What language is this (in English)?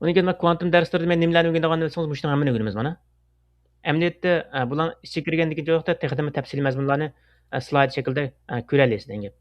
Uyghur